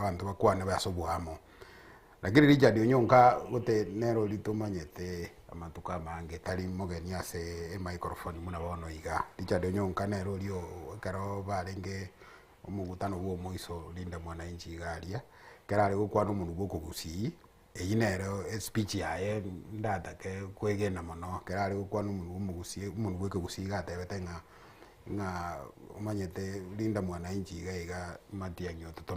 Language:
Gusii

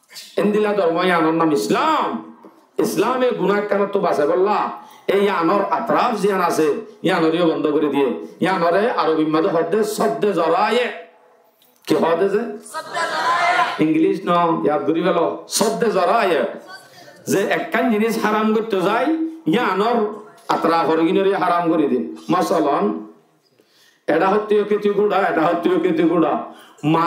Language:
Rohingya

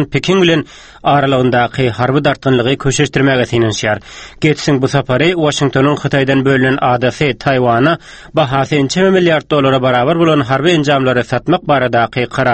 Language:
Turkmen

